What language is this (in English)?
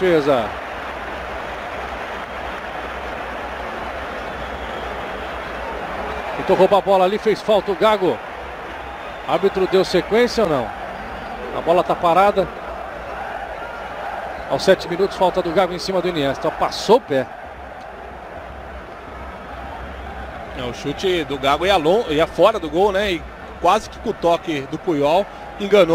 Portuguese